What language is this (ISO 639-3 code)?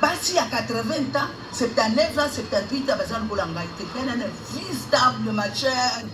lin